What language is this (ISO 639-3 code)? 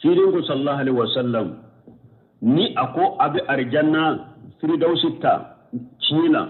bam